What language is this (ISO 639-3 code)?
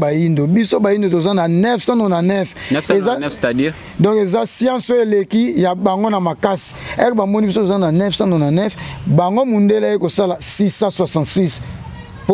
lin